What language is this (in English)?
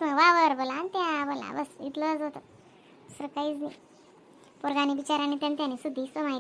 Khandesi